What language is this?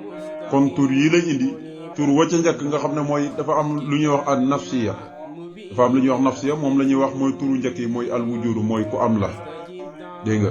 Wolof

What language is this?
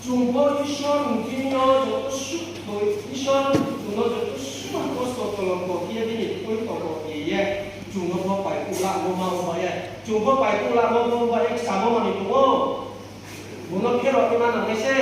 Riang (India)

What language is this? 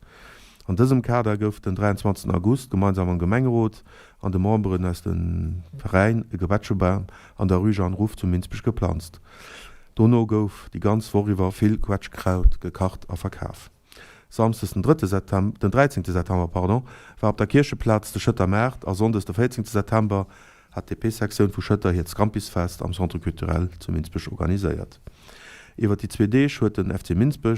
Luxembourgish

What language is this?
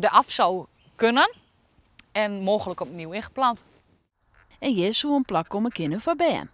Western Frisian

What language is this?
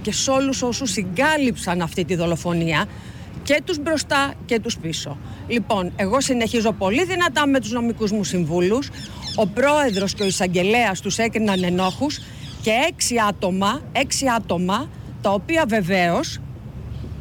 Greek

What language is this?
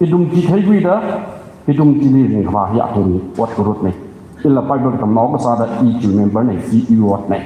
Tangkhul Naga (India)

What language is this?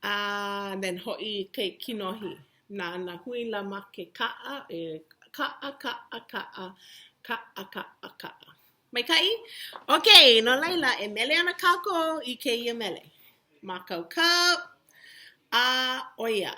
Hawaiian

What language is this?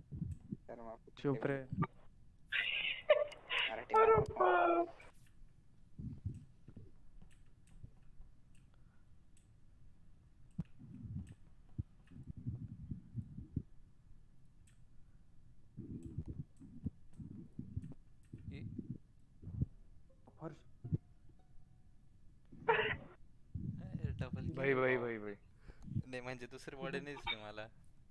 Marathi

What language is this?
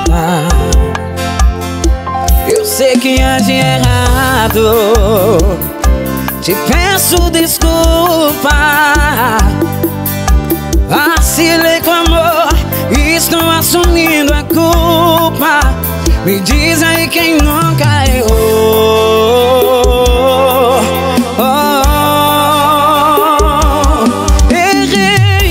Portuguese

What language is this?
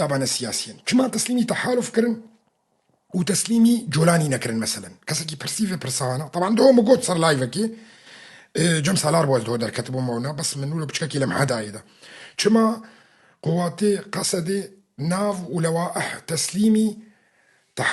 Kurdish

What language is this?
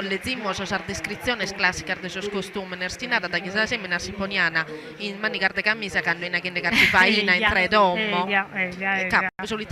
Sardinian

